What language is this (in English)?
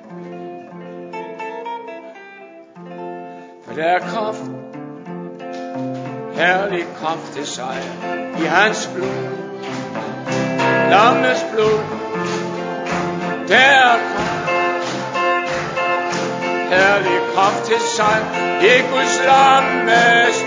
Danish